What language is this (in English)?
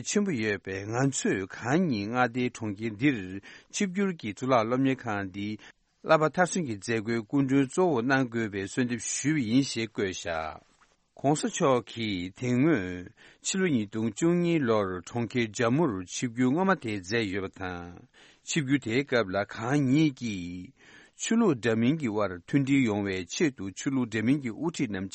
Tibetan